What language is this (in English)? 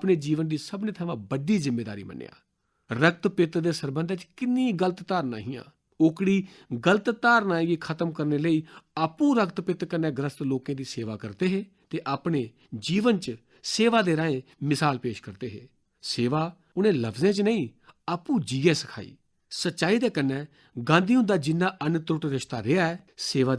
Dogri